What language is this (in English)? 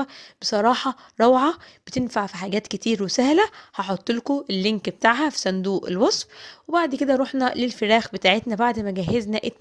Egyptian Arabic